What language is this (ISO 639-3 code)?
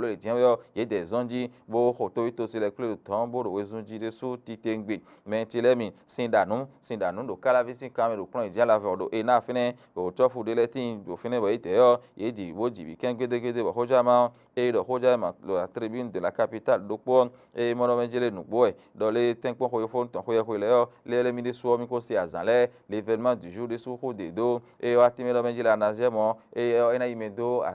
fon